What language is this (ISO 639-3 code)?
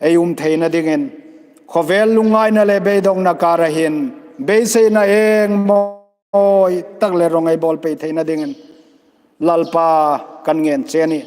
hmr